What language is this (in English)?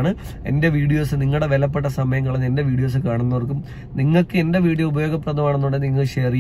Malayalam